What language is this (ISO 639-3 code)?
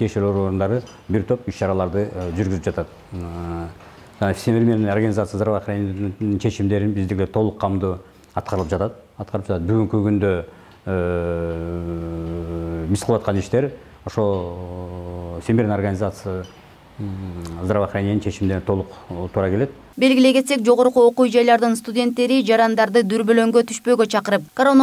kir